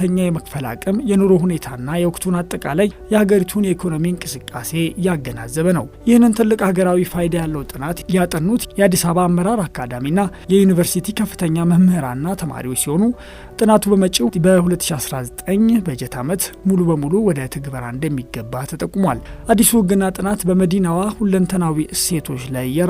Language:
Amharic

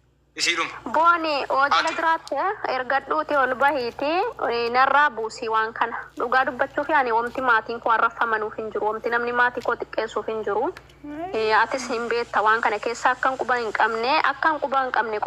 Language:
Oromo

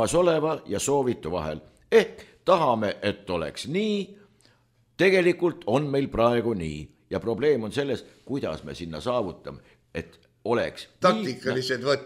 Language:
Estonian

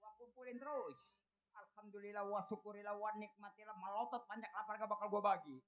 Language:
Betawi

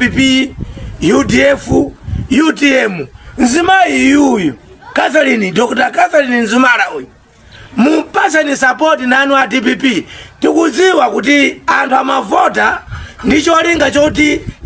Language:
Nyanja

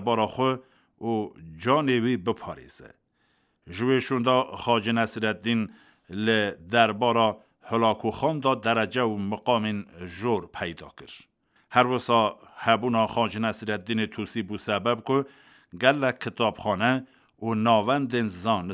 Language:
Kurdish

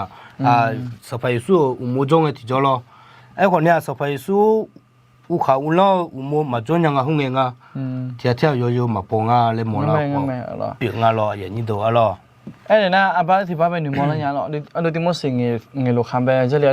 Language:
Akha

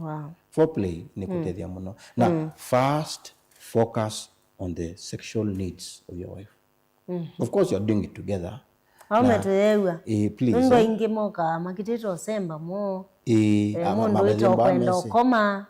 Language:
Kamba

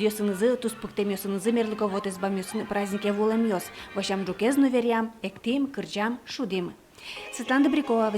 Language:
Udmurt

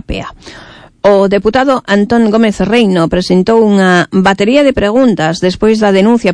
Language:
Galician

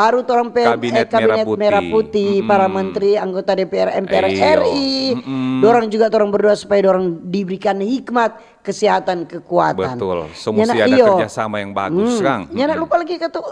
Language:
Manado Malay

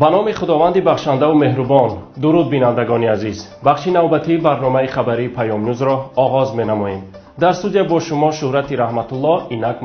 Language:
Tajik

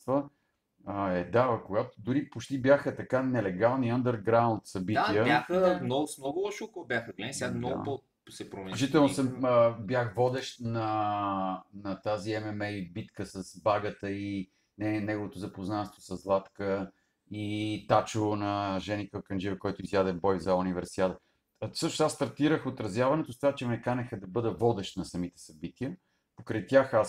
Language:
Bulgarian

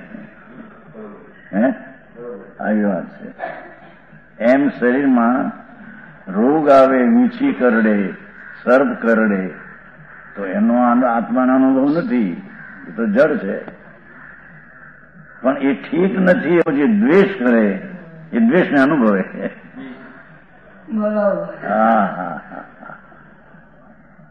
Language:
Gujarati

